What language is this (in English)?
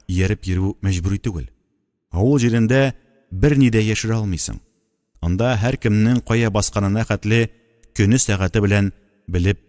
Tatar